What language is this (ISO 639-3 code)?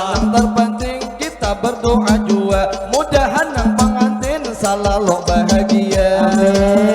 bjn